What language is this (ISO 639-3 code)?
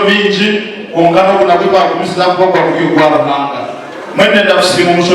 nyn